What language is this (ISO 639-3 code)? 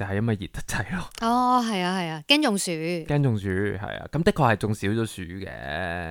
yue